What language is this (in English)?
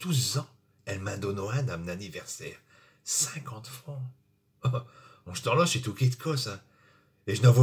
Picard